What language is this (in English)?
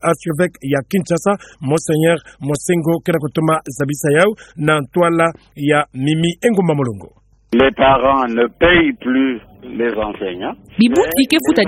Kituba (Democratic Republic of Congo)